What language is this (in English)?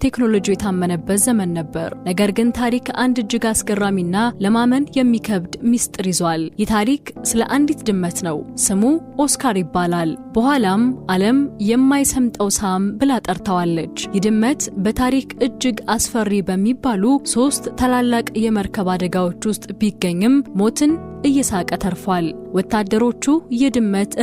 Amharic